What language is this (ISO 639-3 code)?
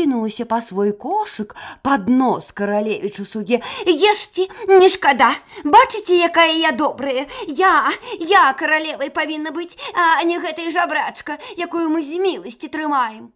bel